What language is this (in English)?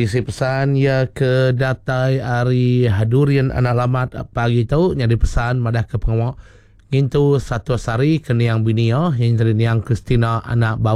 Iban